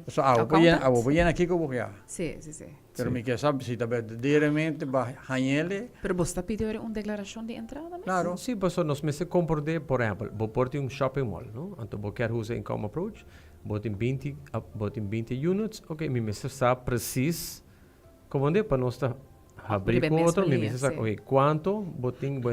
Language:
Papiamento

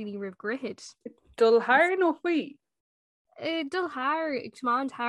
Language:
Irish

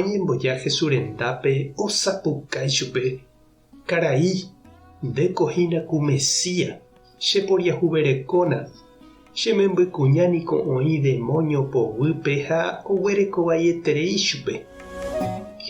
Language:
Guarani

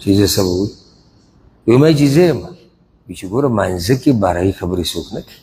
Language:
Pashto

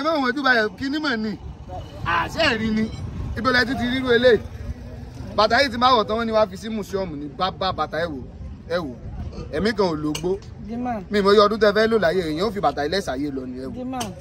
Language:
Yoruba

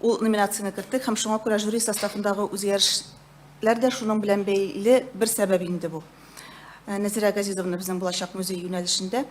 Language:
Tatar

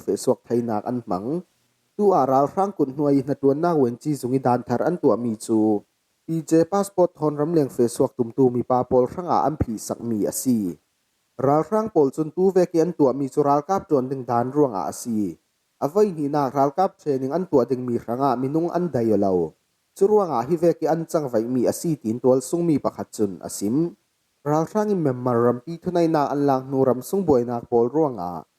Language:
Falam Chin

